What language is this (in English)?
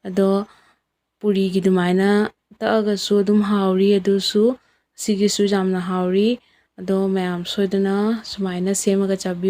Manipuri